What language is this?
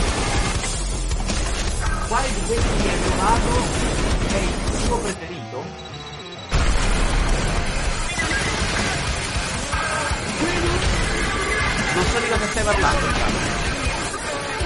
Italian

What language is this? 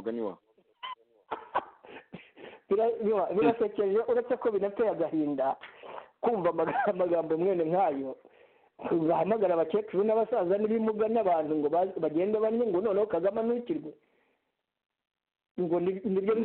Kinyarwanda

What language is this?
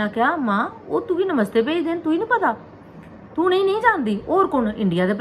Dogri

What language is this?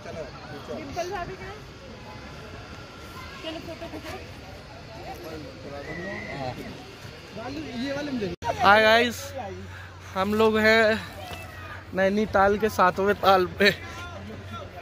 Hindi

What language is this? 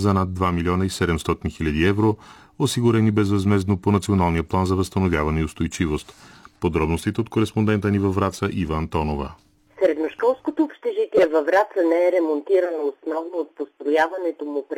Bulgarian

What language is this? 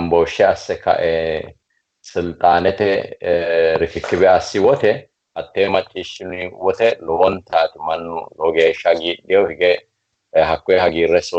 Sidamo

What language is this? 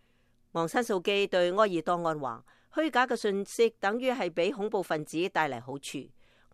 Cantonese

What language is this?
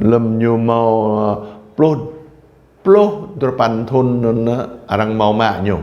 Jarai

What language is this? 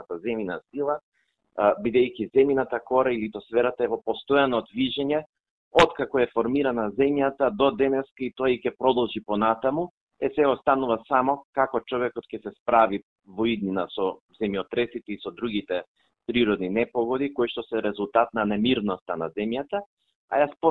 Macedonian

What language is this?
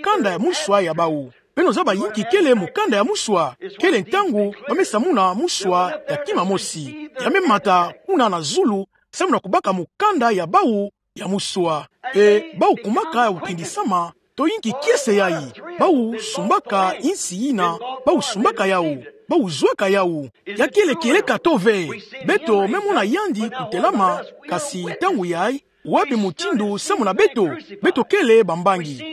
Kituba (Democratic Republic of Congo)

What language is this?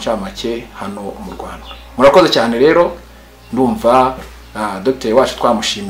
Kinyarwanda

